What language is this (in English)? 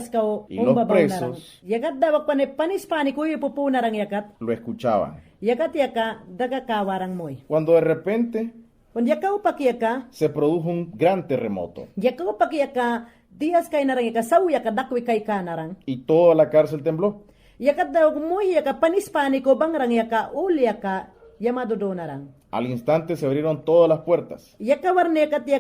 Mayangna